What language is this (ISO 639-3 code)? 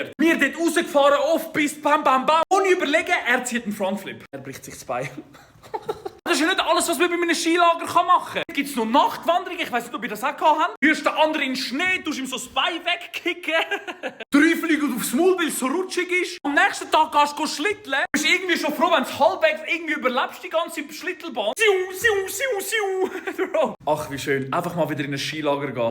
gsw